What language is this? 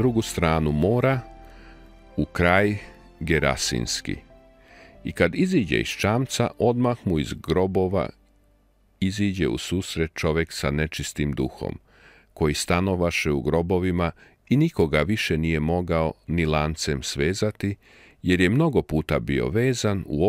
Serbian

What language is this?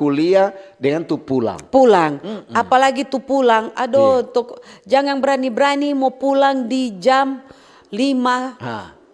Manado Malay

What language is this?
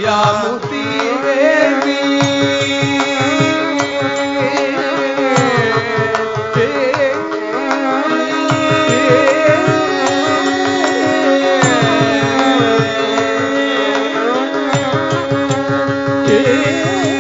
Tamil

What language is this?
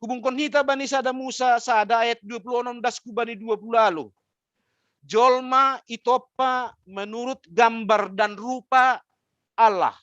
Batak Simalungun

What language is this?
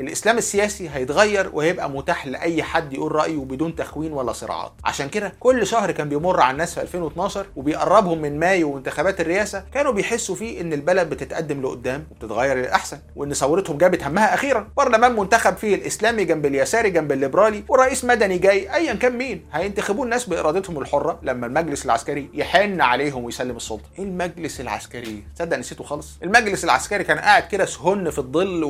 Egyptian Arabic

